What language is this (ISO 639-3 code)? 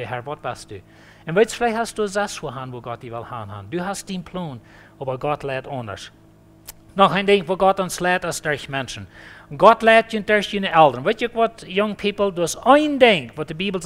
pdt